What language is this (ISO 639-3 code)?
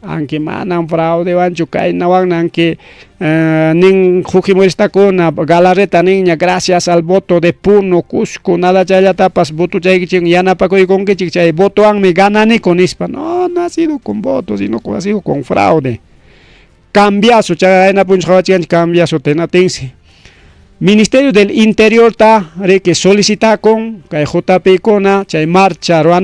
quy